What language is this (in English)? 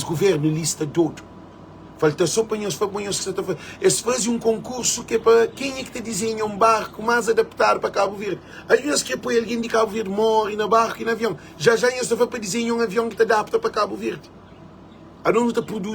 Kabuverdianu